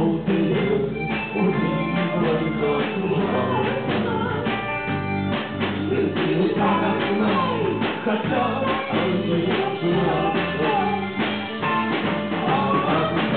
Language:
Russian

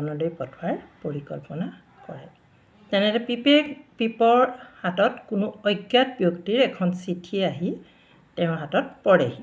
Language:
Assamese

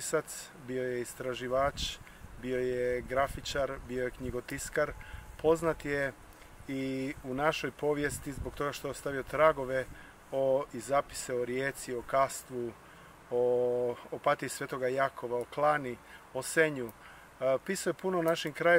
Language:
Croatian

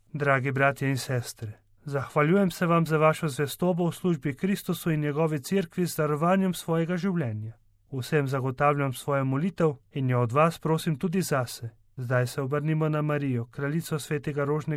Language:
Slovenian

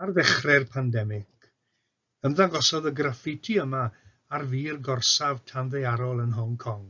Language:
Welsh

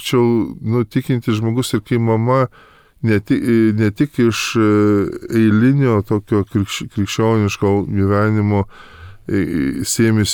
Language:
Lithuanian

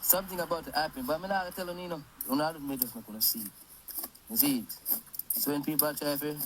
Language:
Jamaican Creole English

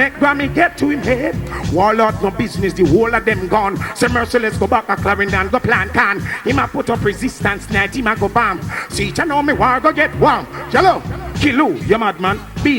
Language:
Jamaican Creole English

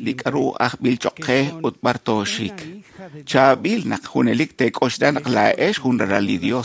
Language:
Kekchí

